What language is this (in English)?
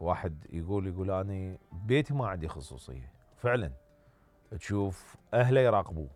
Mesopotamian Arabic